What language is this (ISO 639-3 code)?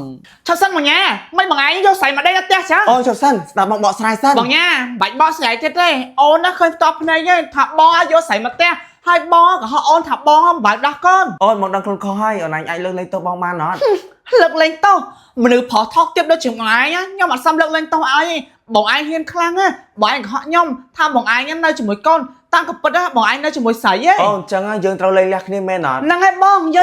khm